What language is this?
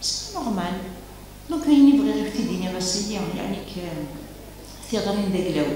Kabyle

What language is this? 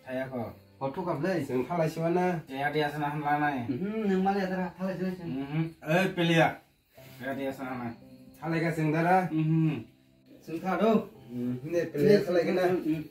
Kok Borok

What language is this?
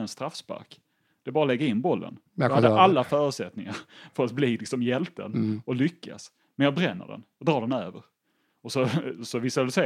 Swedish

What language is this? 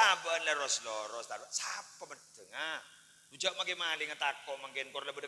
Madurese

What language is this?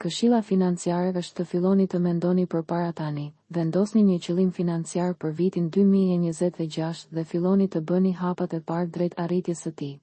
Albanian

